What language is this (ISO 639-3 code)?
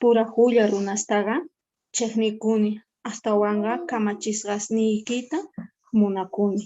que